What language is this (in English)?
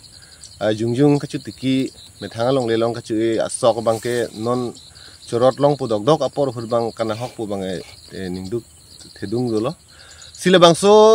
Karbi